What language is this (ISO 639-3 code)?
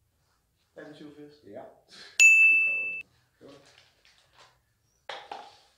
dan